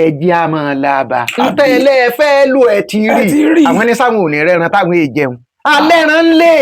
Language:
Yoruba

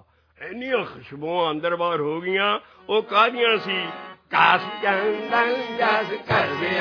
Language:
Punjabi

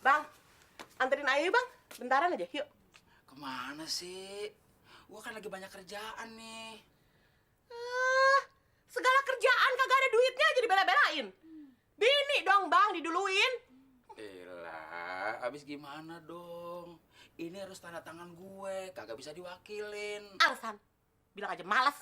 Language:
Betawi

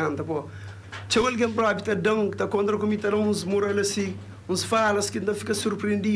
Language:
Kabuverdianu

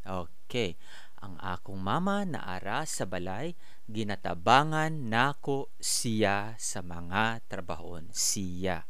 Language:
Cebuano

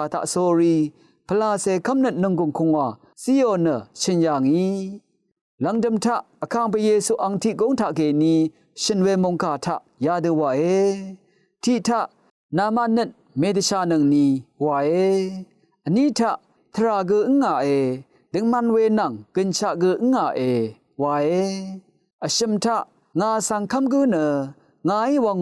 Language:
Rawang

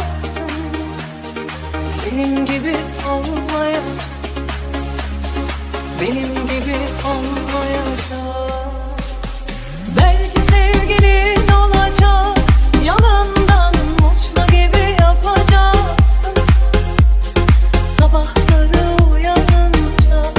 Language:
Turkish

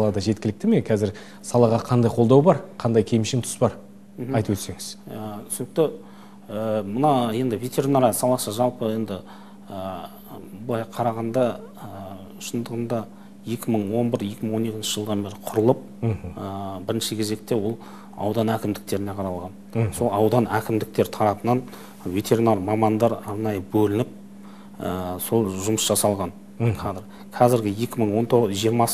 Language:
Kazakh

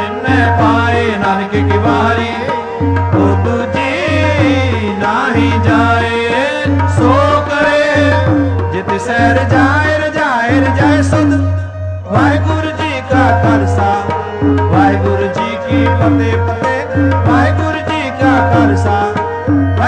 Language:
Punjabi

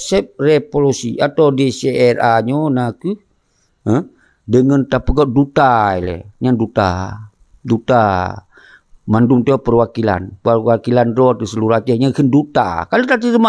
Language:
Achinese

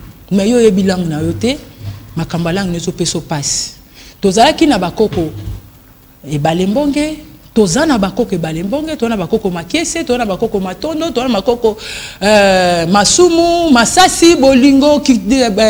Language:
Lingala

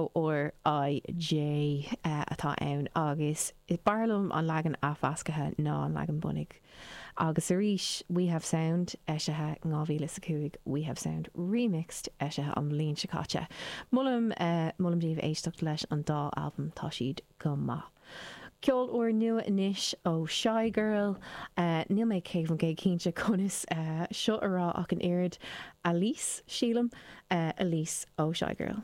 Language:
Irish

